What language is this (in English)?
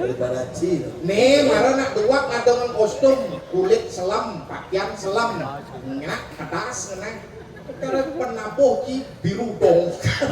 Balinese